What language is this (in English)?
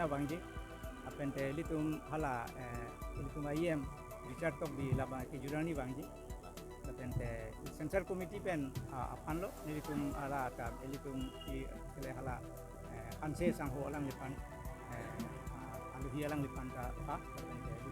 Karbi